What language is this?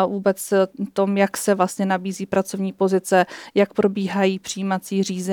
Czech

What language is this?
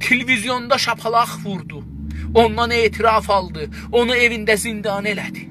South Azerbaijani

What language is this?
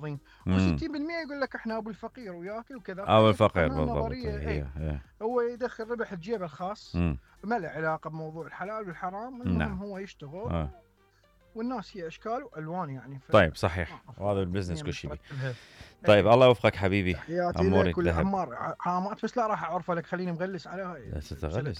Mesopotamian Arabic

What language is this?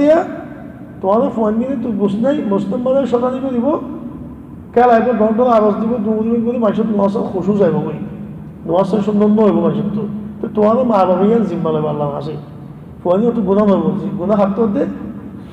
Rohingya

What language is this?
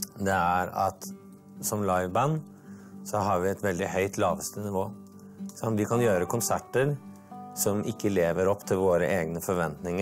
Norwegian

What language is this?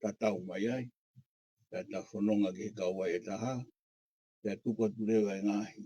Tongan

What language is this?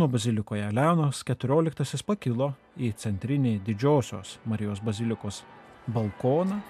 Lithuanian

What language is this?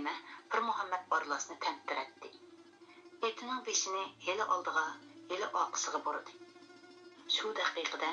Uyghur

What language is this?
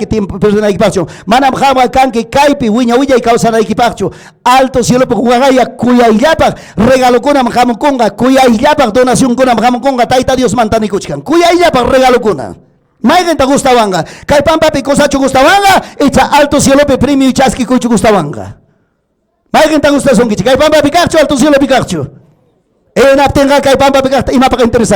Ayacucho Quechua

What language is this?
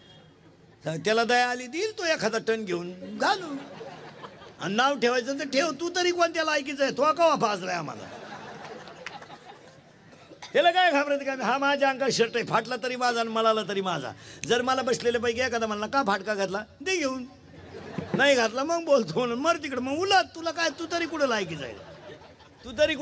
Marathi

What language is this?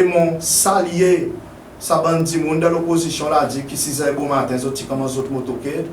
Seselwa Creole French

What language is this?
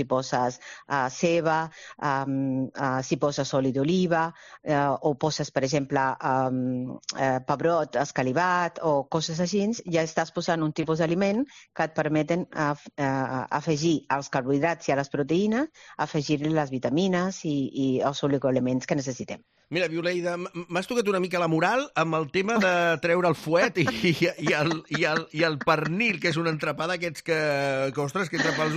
Catalan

